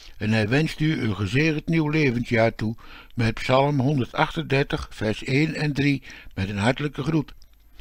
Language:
Dutch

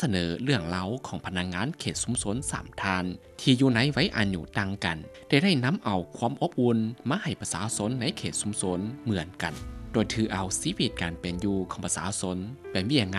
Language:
Lao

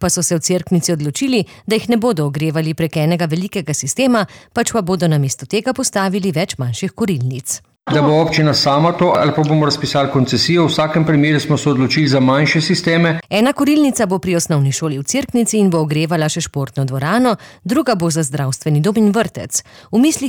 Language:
Slovenian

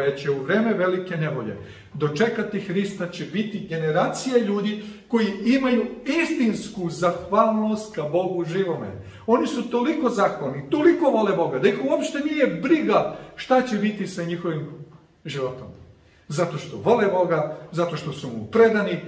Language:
Serbian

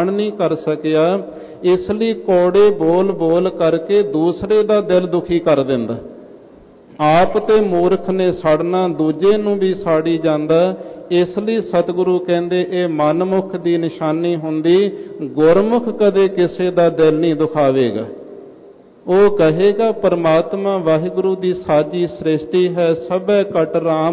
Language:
Punjabi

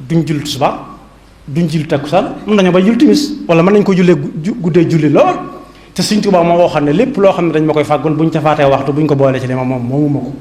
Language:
Wolof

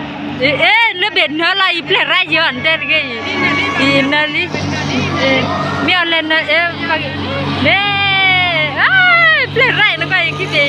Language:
S'gaw Karen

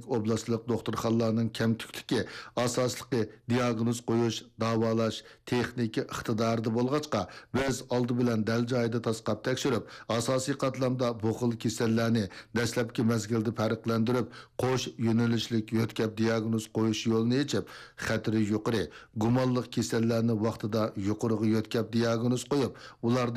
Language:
Uyghur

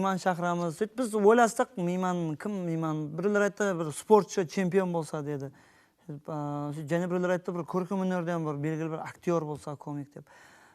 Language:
Kara-Kalpak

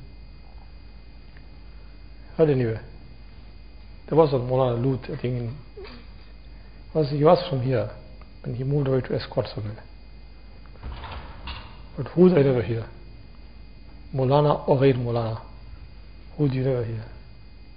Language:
English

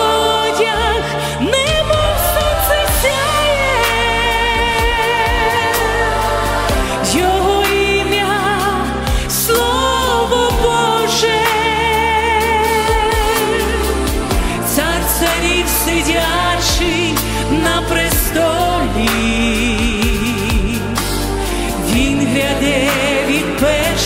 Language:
Ukrainian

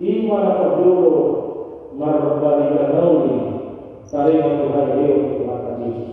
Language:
Batak Toba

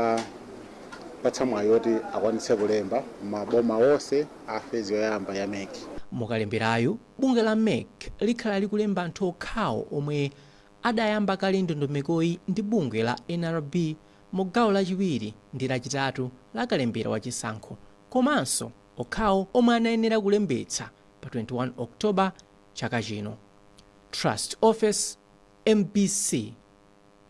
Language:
Nyanja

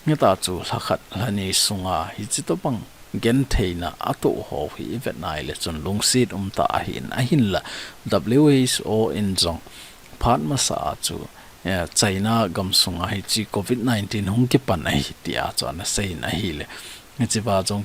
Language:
Thado Chin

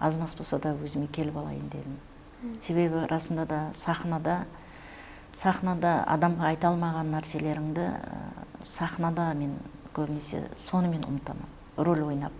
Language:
Kara-Kalpak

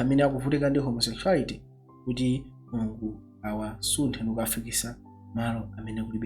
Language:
Nyanja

